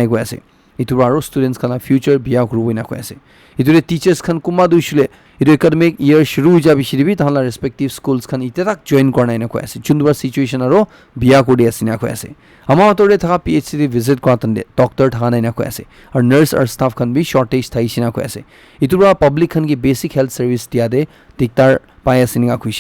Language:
Naga Pidgin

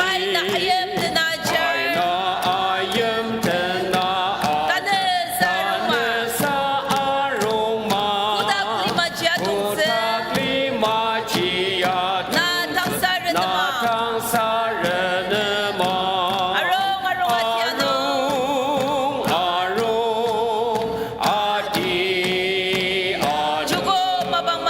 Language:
Ao Naga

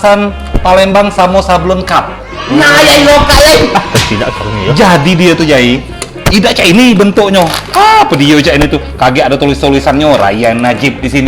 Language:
Musi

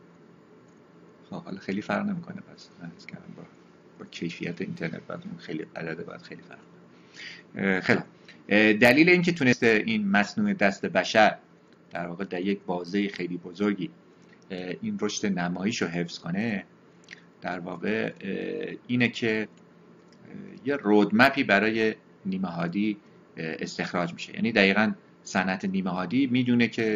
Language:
Persian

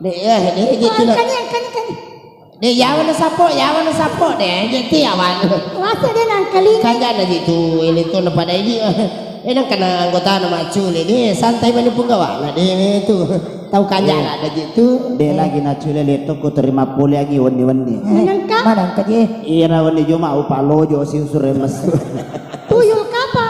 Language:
Buginese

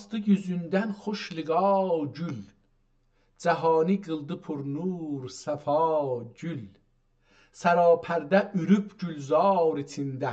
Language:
South Azerbaijani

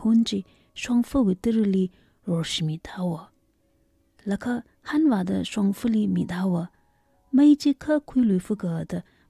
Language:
Tangkhul Naga (India)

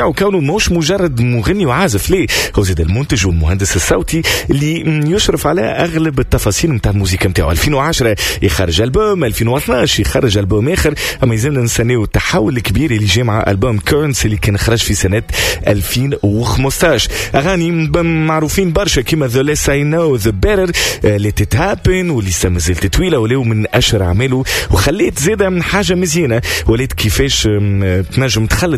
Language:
Tunisian Arabic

